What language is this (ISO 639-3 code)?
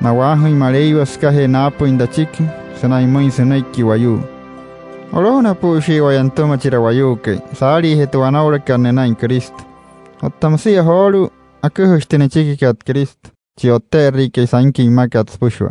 guc